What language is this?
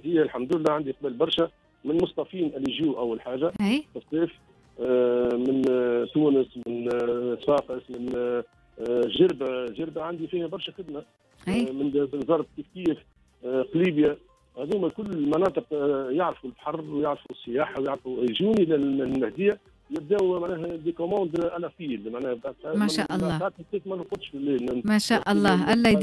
Tunisian Arabic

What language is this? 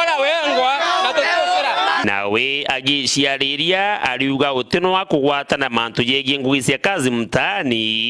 Meru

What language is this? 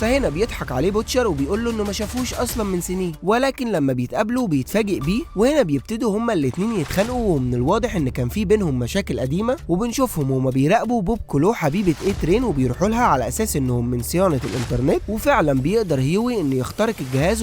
Egyptian Arabic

